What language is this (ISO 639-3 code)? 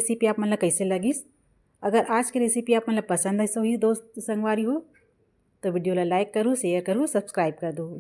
hne